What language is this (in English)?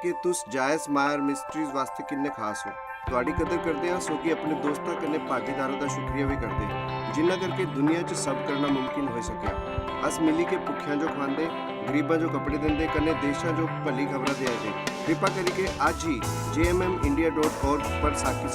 Dogri